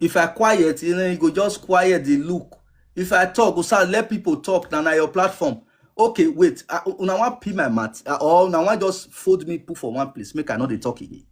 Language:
Nigerian Pidgin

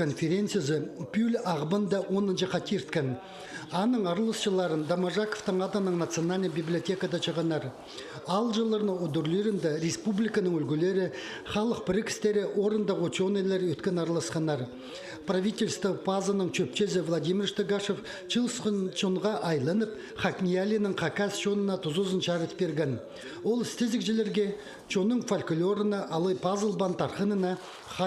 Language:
Khakas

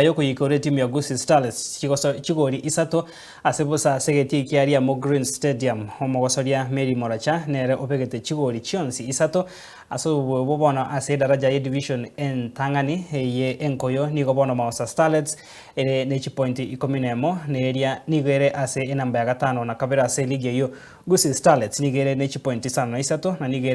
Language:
Gusii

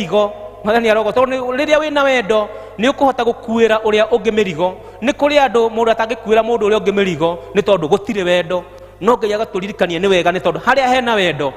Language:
Kikuyu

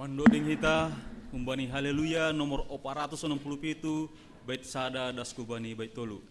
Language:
Batak Simalungun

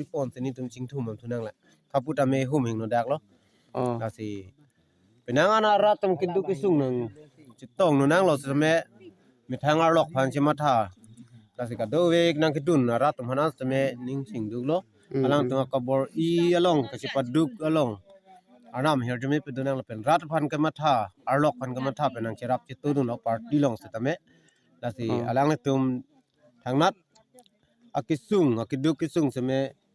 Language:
Karbi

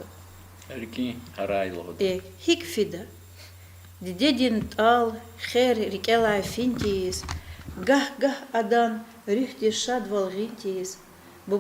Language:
Lezghian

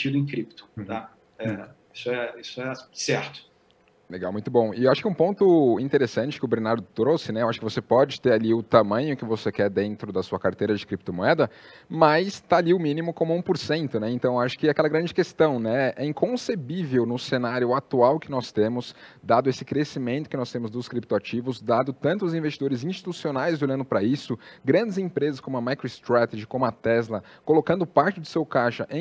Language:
Portuguese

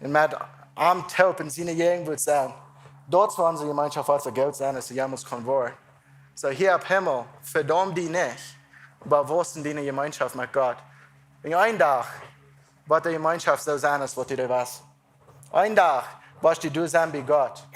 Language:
Plautdietsch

